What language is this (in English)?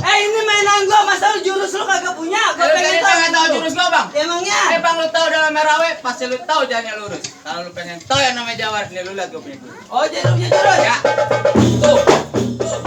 Betawi